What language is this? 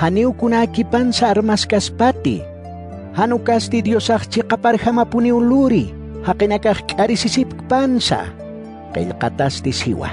Aymara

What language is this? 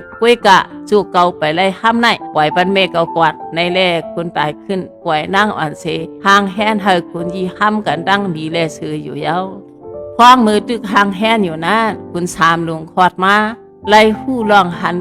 Shan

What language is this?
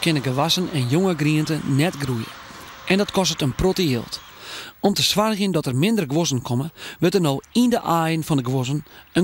Western Frisian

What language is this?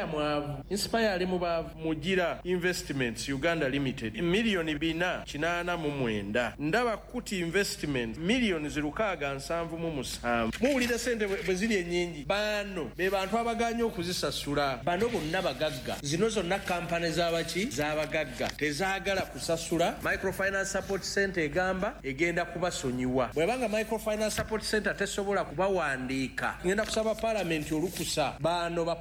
Ganda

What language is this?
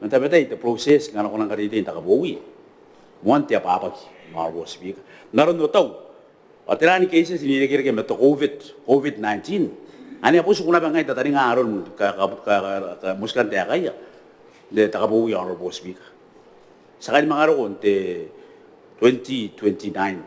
Gilbertese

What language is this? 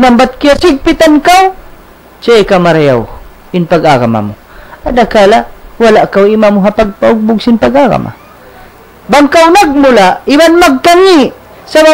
Tausug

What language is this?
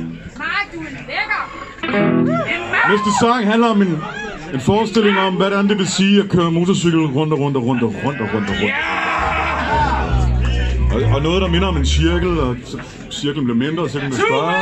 Danish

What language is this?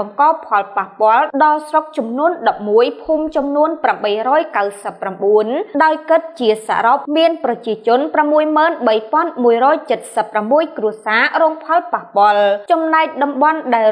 Khmer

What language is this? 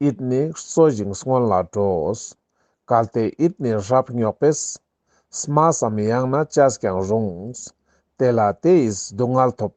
Ladakhi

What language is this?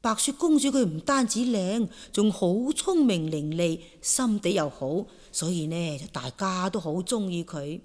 Cantonese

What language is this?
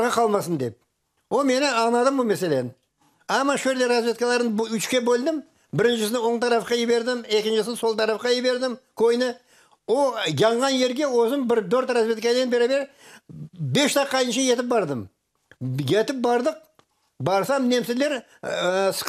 Crimean Tatar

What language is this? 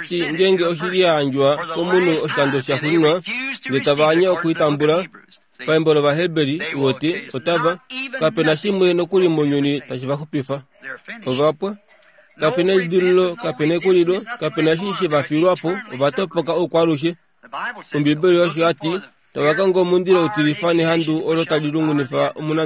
Kuanyama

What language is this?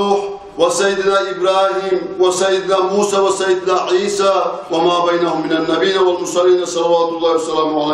Kumyk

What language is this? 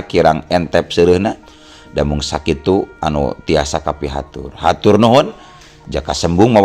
Sundanese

